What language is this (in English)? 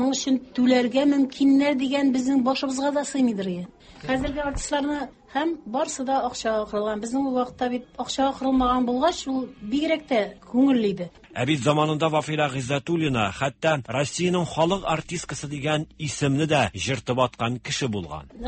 Tatar